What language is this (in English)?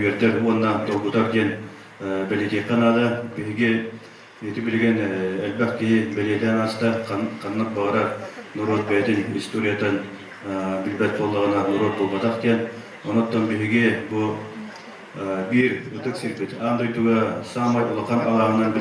Yakut